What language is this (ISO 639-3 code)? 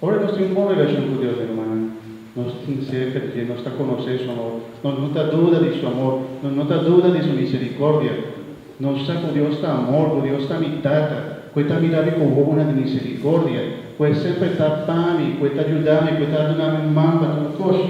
pap